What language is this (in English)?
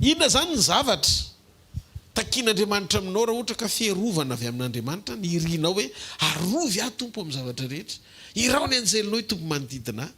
Malagasy